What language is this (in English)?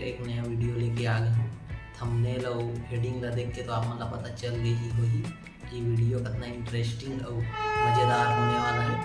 Chhattisgarhi